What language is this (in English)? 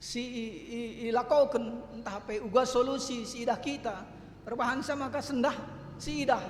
Batak Karo